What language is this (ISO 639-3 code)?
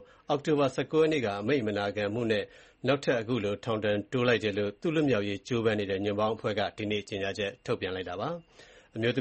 mya